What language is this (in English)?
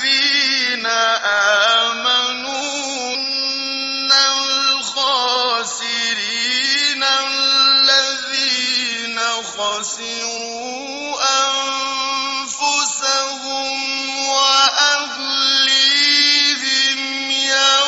Arabic